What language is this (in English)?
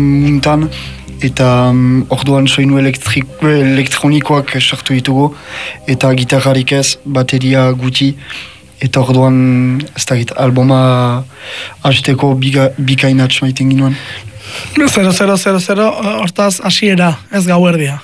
Basque